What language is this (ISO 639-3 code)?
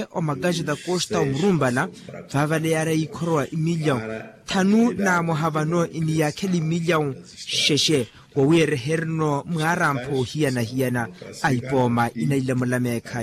vmw